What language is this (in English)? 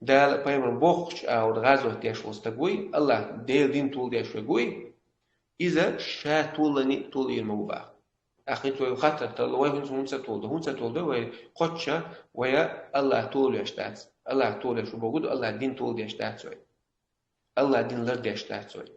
Chechen